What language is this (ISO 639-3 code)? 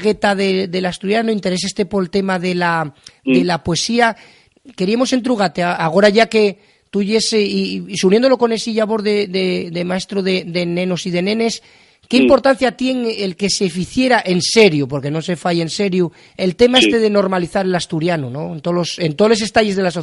ast